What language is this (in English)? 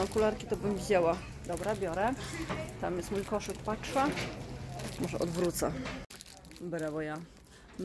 Polish